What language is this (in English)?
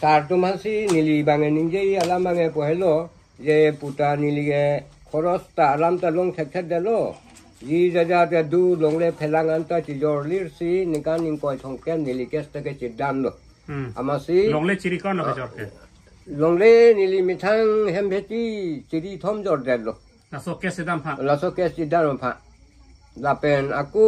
Karbi